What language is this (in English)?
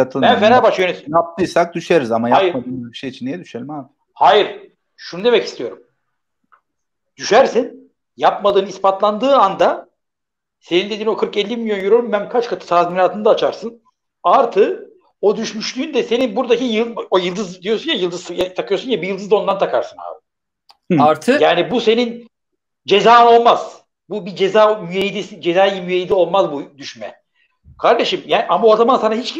Turkish